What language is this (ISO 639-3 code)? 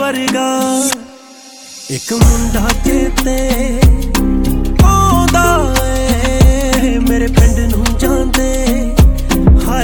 pan